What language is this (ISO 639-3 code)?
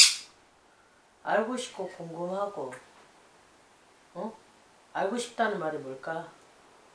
kor